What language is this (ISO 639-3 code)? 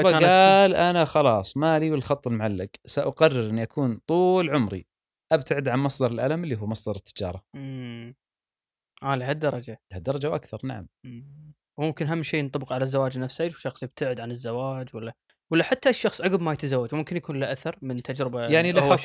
afb